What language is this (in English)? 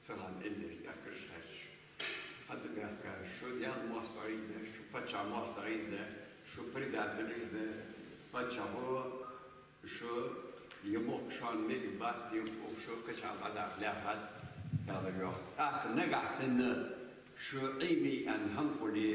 Ingush